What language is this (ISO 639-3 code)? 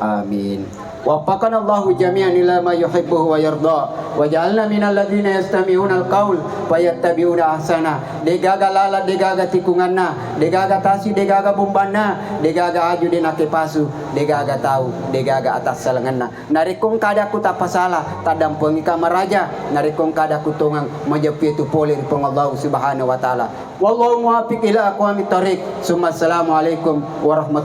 bug